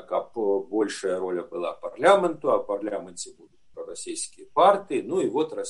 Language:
Belarusian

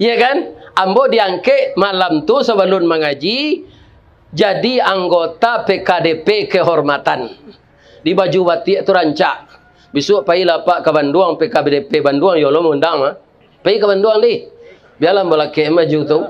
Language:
Minangkabau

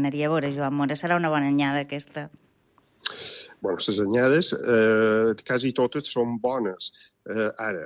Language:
Catalan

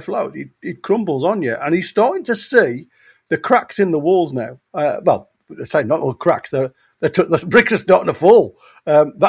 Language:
English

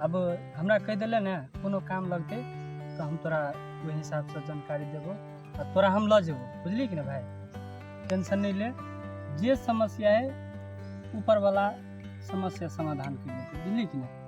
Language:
Maithili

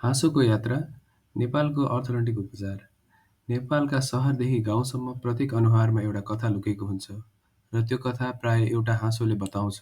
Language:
Nepali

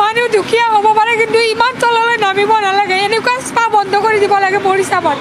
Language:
Assamese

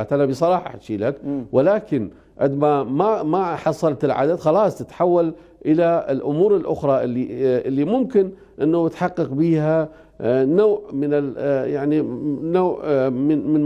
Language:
Mesopotamian Arabic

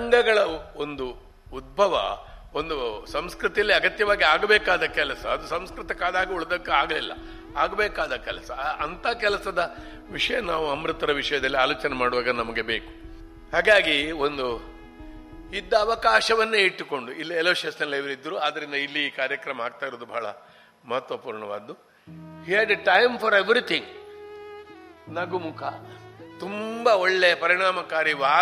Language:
Kannada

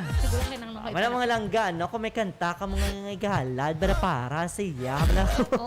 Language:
Hiligaynon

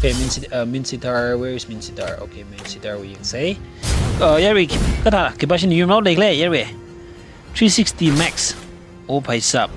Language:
Tangkhul Naga (India)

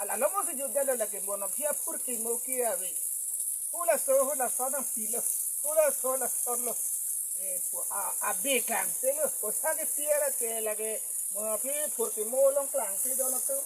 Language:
Karbi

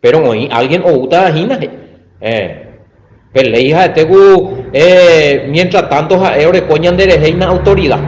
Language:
Guarani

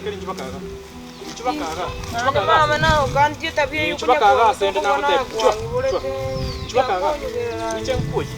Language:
Gusii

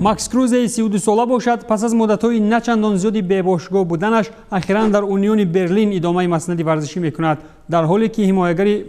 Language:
Tajik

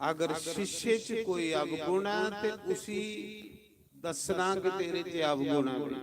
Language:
Dogri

